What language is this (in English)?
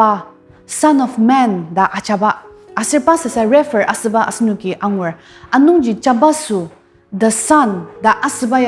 Ao Naga